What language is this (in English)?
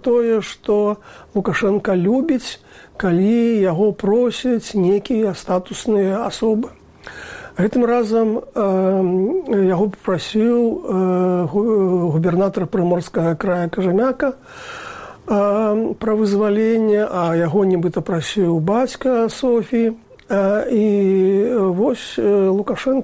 Belarusian